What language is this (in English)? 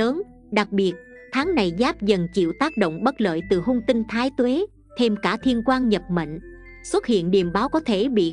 Vietnamese